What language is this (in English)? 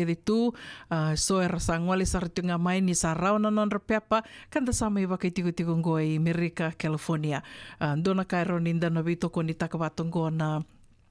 Fijian